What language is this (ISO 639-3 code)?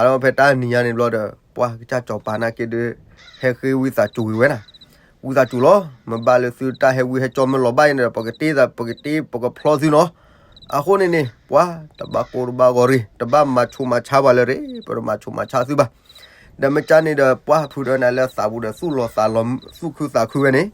ksw